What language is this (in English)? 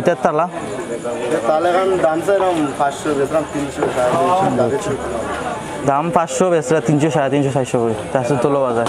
Sylheti